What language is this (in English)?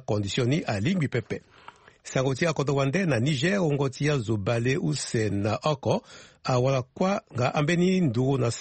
Sango